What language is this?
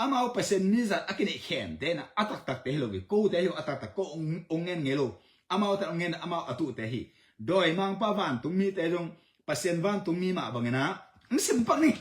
Tedim Chin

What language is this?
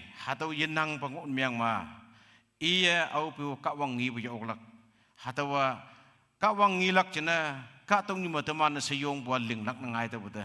Konyak Naga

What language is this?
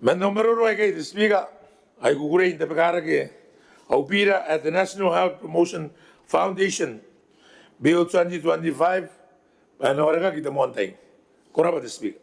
Gilbertese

